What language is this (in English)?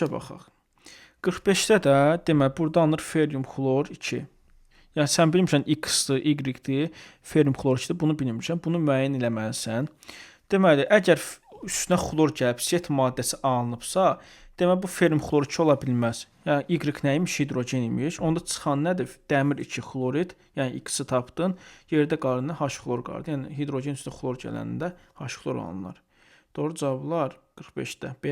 Azerbaijani